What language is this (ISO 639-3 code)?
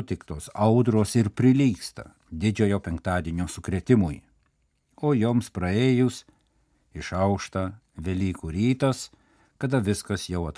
lit